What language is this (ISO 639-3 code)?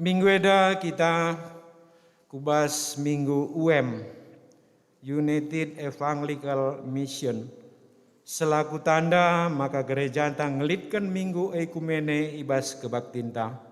btx